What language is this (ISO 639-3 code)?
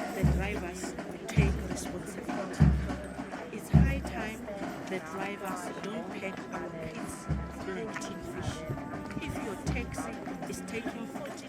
sot